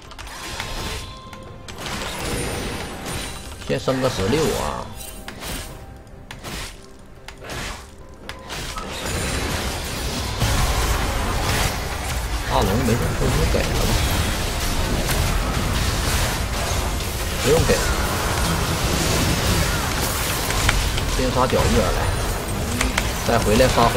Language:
Chinese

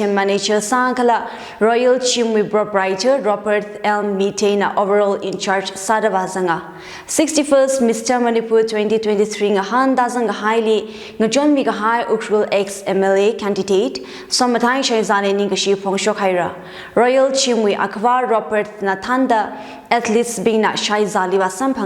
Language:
Tangkhul Naga (India)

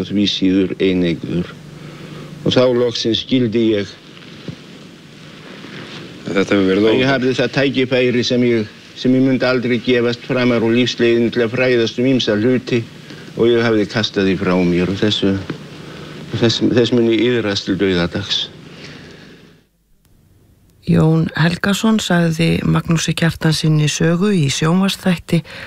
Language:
Icelandic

